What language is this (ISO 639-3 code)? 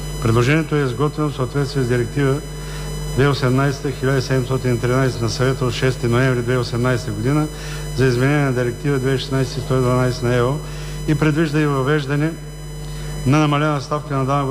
bul